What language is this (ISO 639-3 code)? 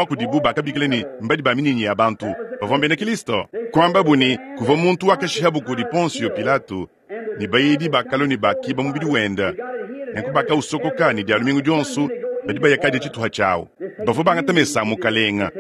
lua